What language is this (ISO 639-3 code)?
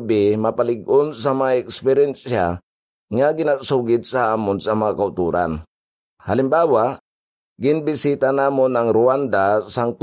hil